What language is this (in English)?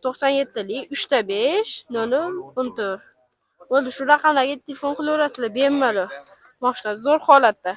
Uzbek